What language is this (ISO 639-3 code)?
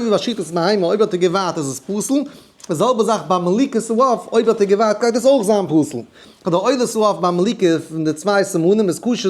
yid